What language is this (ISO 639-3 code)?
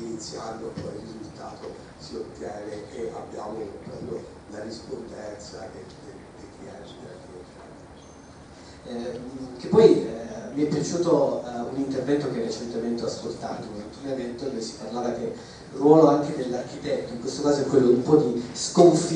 ita